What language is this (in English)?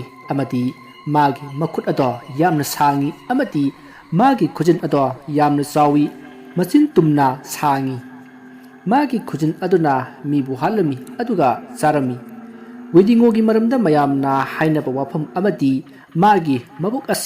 Manipuri